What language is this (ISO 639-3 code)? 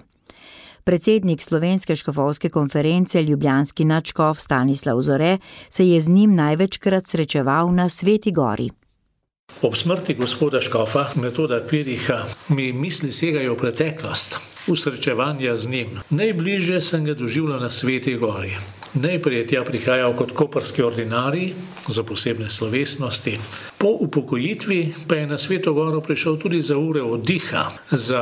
slv